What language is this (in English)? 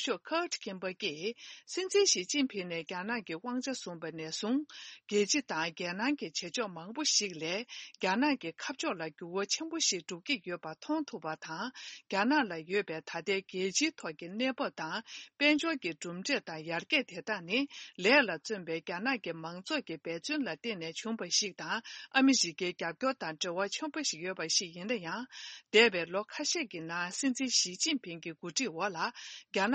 Tibetan